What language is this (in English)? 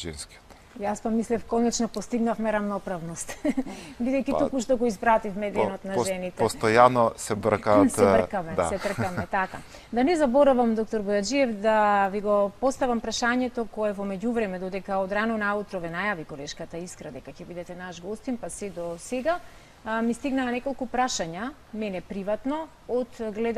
Macedonian